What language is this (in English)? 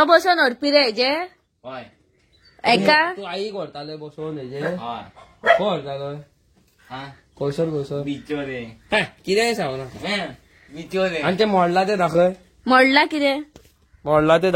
Konkani